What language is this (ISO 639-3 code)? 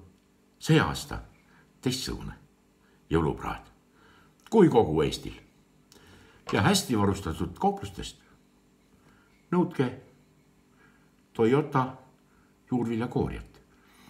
est